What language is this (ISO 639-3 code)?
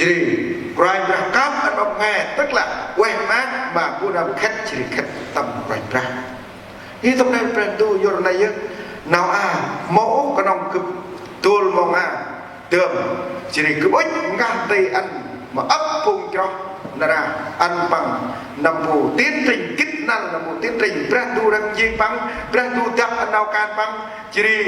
cmo